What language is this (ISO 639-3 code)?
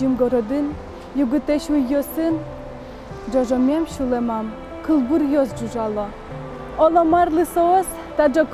udm